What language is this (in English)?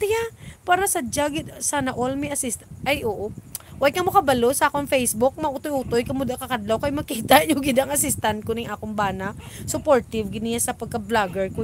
Hiligaynon